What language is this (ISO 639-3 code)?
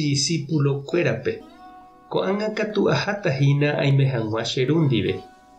grn